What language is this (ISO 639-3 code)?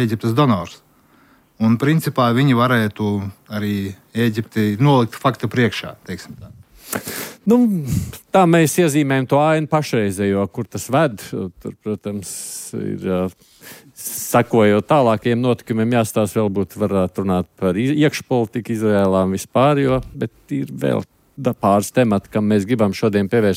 lav